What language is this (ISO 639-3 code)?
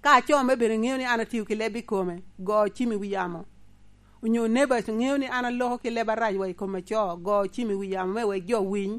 laj